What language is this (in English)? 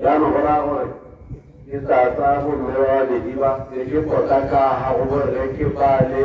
Tswana